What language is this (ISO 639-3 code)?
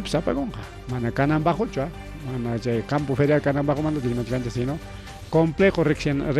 quy